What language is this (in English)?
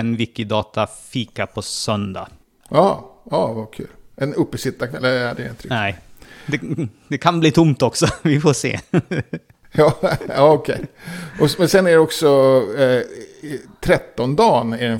Swedish